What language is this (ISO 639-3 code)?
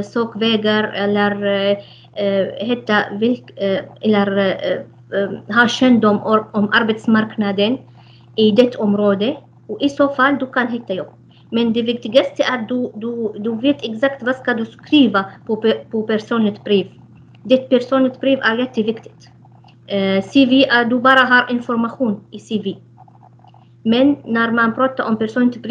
swe